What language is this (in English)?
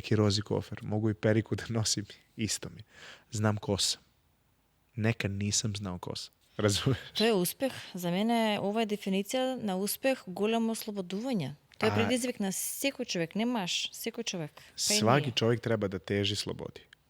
Macedonian